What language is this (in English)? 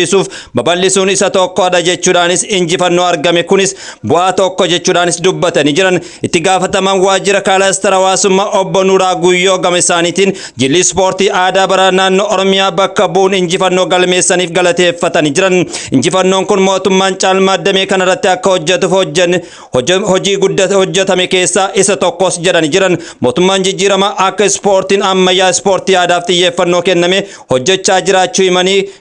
Oromo